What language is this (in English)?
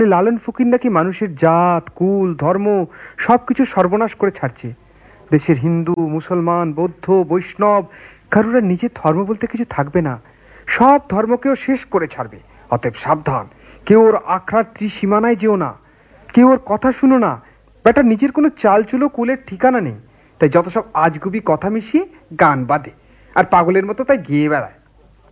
Bangla